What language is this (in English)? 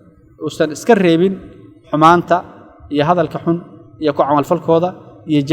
Somali